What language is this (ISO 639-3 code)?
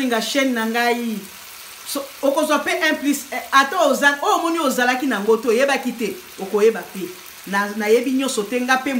lin